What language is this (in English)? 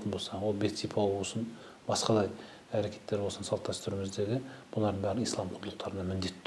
Kazakh